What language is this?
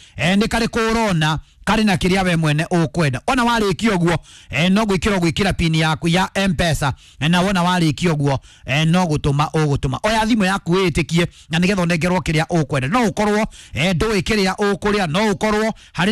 Kikuyu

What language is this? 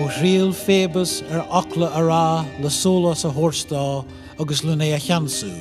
Irish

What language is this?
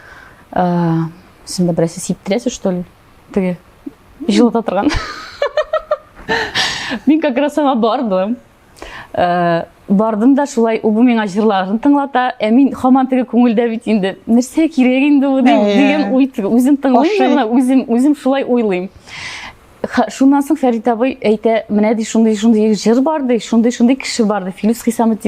Tatar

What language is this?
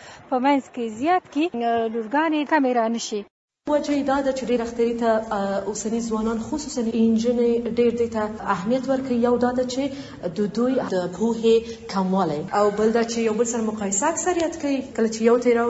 Pashto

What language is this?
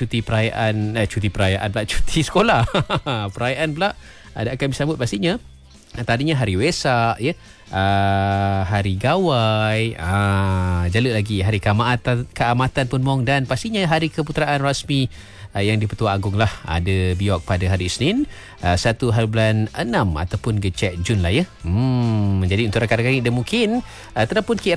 Malay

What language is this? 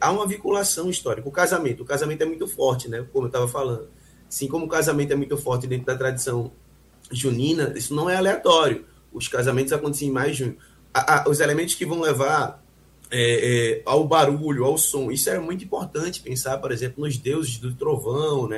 Portuguese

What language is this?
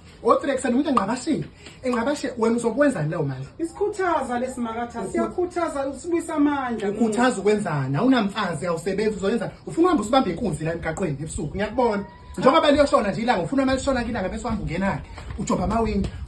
Zulu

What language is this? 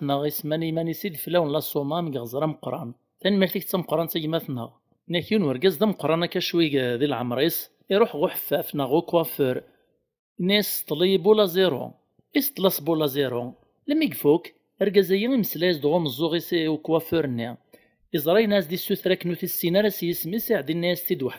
Kabyle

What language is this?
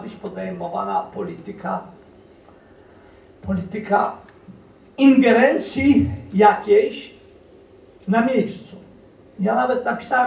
Polish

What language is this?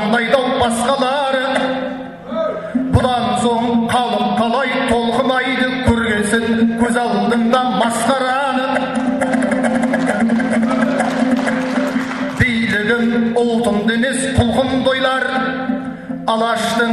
Kazakh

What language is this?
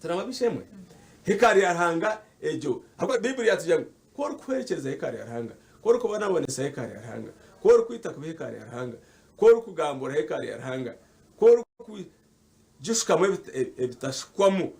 Nyankole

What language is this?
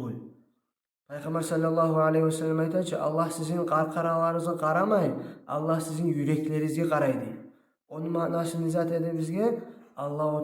Kumyk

